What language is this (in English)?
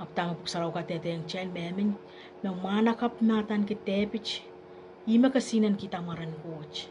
Pohnpeian